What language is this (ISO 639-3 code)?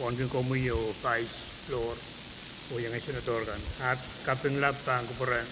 pon